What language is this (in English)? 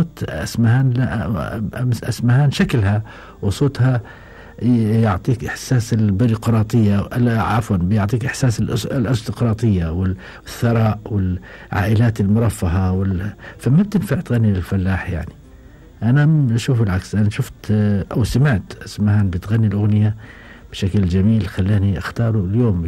Gulf Arabic